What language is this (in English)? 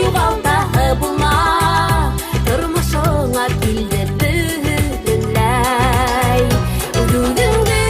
Bashkir